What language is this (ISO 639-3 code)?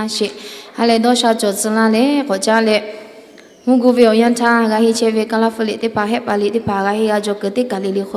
lhu